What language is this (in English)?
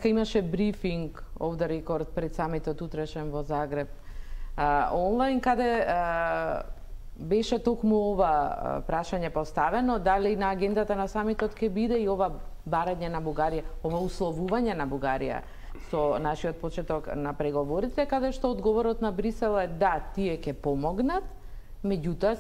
Macedonian